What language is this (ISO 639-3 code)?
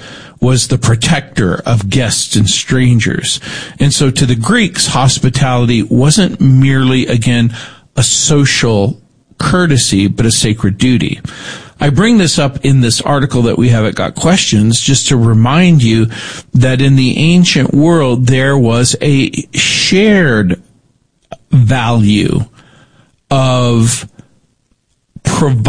eng